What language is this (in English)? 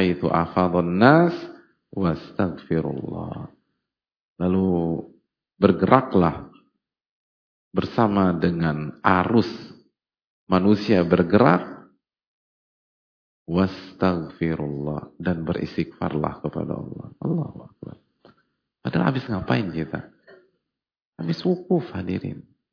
Indonesian